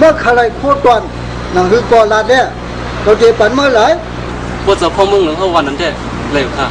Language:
Shan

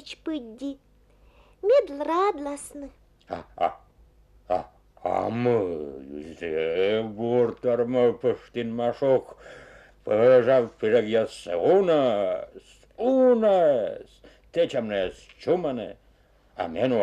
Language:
Komi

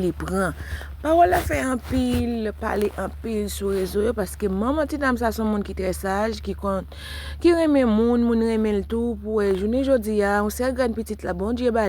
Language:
Haitian Creole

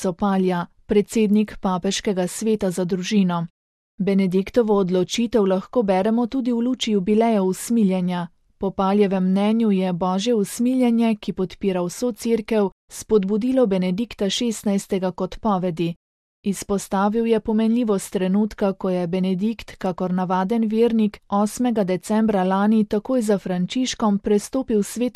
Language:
Slovenian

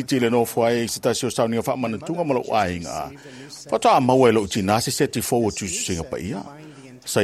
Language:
Samoan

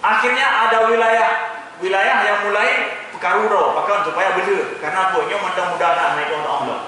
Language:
Achinese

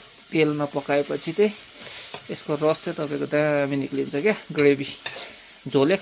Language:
Nepali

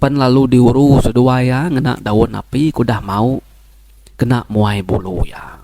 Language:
Iban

